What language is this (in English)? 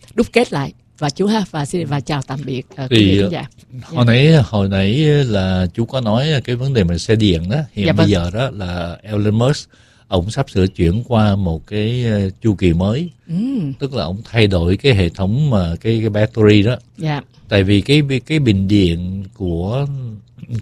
Vietnamese